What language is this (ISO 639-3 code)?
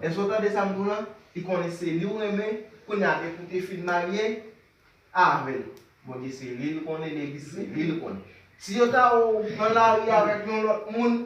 hat